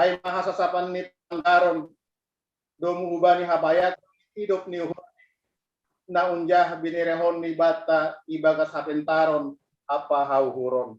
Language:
Batak Simalungun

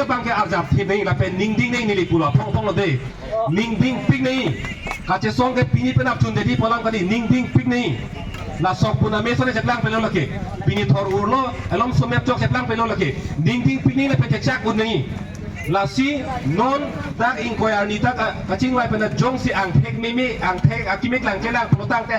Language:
Karbi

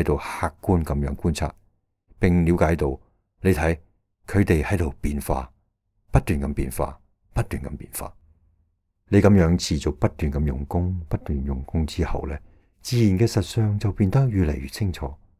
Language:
Cantonese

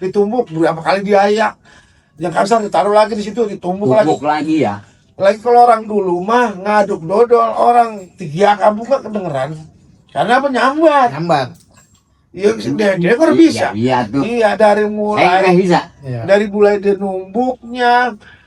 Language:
Betawi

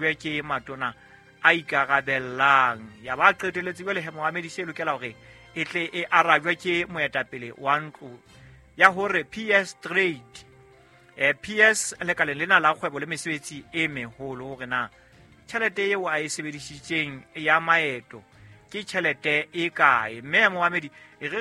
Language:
Southern Sotho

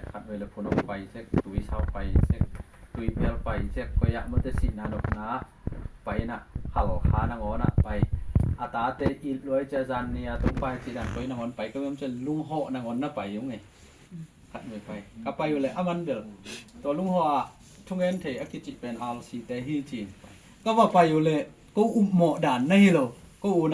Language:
Tedim Chin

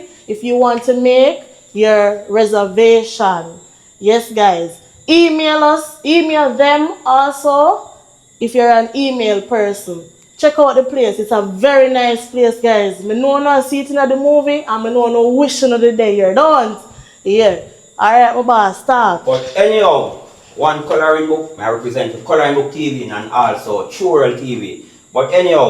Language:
Jamaican Creole English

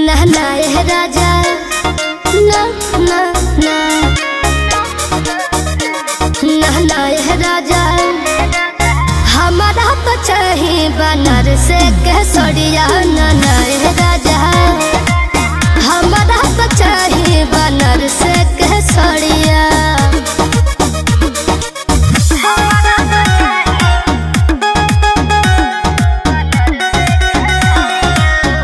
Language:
Bhojpuri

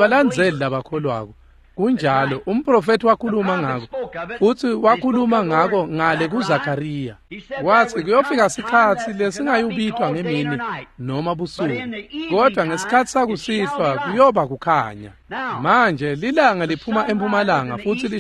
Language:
Swati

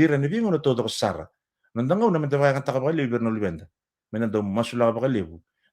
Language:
Fijian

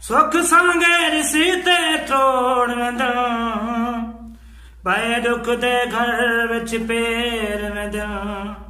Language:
Saraiki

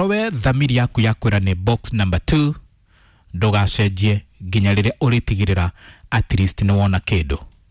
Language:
Kikuyu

